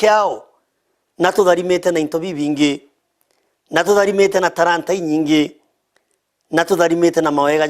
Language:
Meru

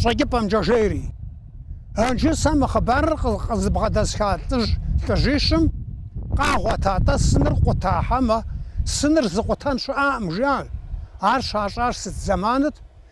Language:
Kabardian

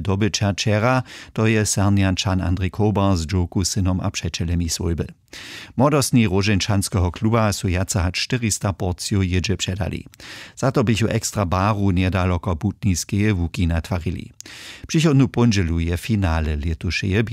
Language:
Upper Sorbian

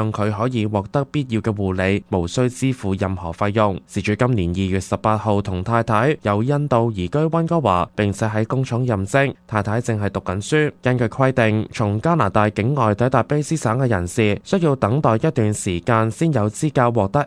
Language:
Cantonese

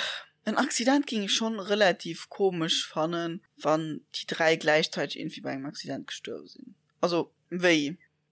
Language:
Luxembourgish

